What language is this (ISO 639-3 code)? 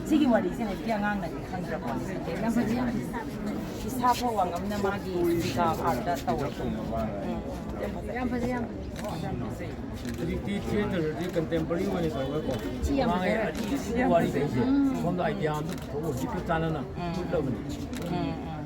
mni